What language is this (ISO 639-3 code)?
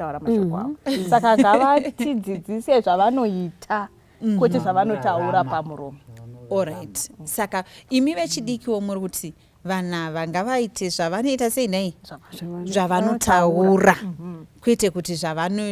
sna